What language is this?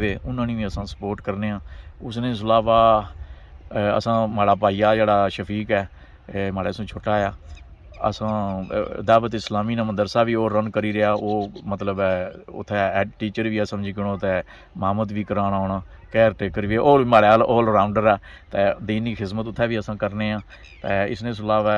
Pahari-Potwari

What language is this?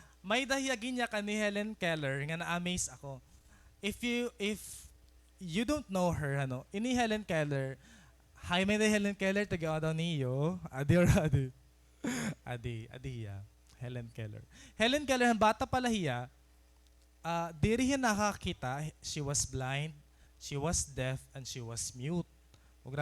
Waray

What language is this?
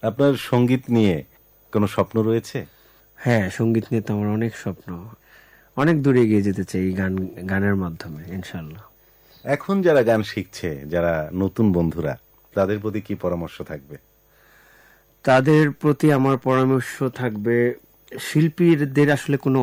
Bangla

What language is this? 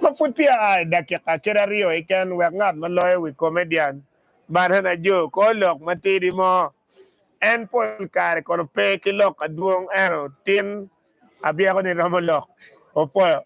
Acoli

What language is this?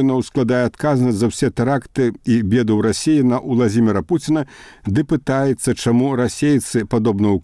Belarusian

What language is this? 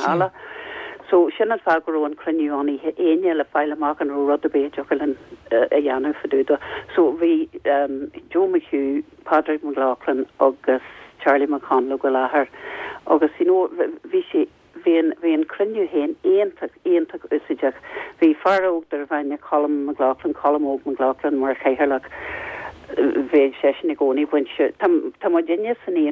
Irish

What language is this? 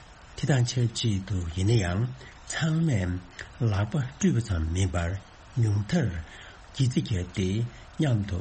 Tibetan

